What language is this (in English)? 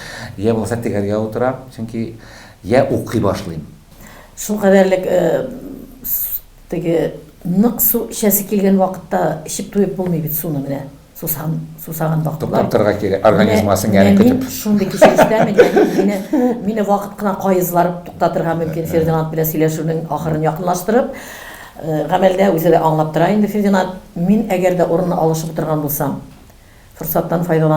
Tatar